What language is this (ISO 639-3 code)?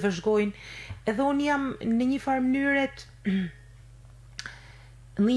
sqi